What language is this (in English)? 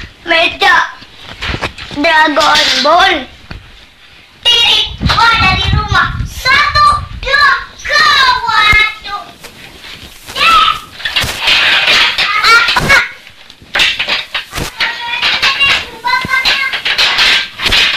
Indonesian